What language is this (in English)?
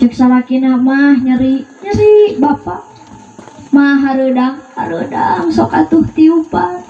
Sundanese